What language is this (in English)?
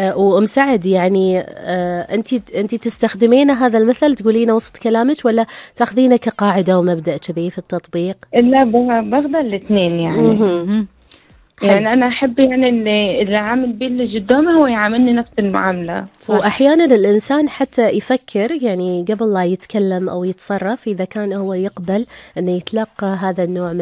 Gulf Arabic